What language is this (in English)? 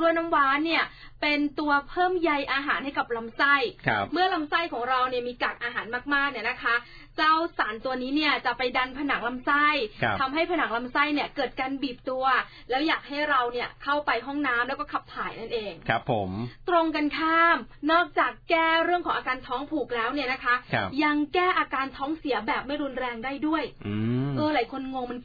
Thai